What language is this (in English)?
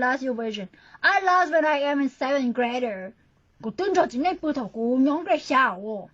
Hmong